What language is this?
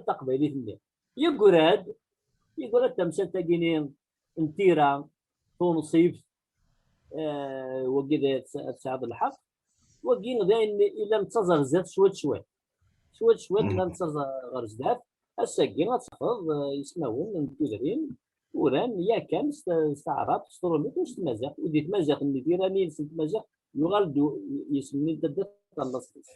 Kabyle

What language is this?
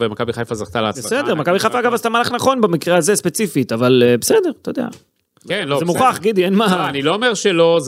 Hebrew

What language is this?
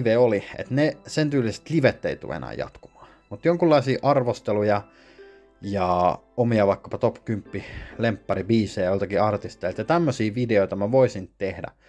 Finnish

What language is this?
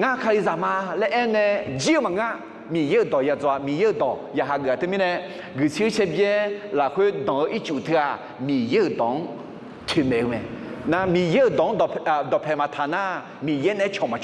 Akha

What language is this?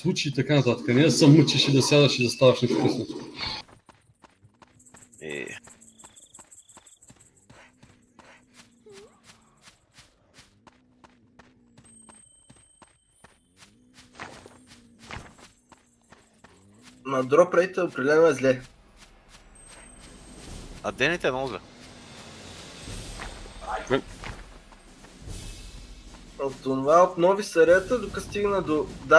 Bulgarian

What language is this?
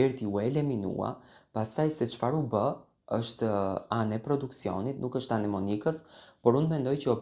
Albanian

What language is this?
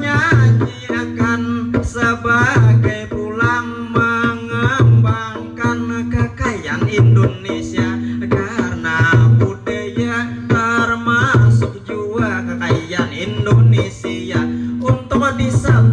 Banjar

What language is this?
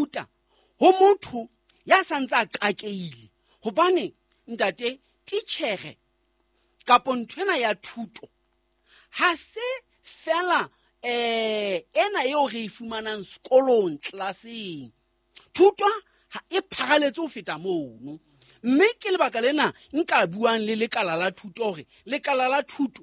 Southern Sotho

